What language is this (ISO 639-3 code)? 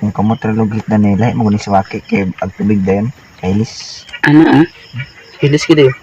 ceb